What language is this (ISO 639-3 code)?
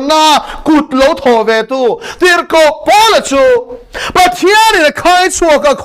lus